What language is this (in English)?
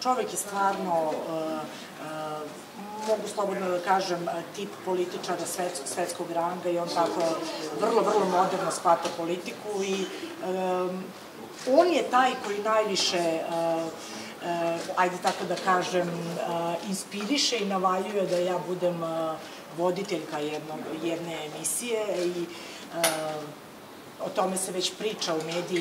Serbian